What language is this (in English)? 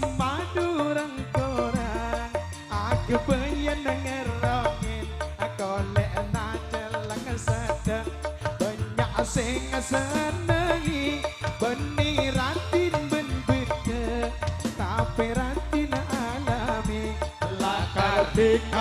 Madurese